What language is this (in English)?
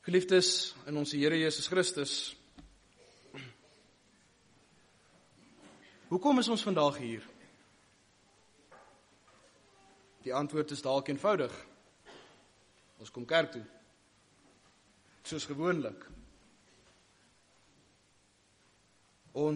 Afrikaans